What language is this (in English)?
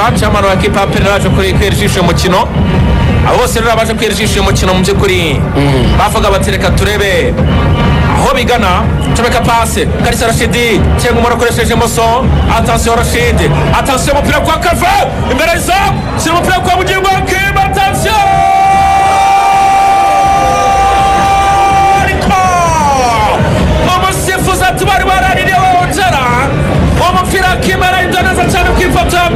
Kinyarwanda